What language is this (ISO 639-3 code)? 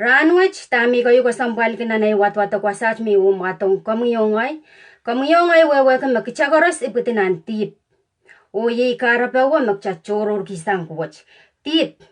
pon